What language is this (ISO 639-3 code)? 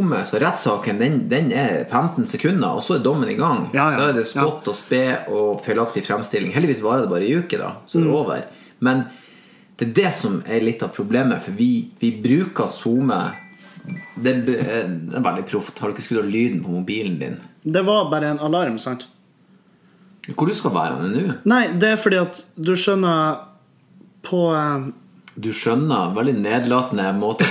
nor